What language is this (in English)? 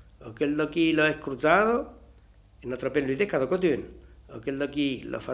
Italian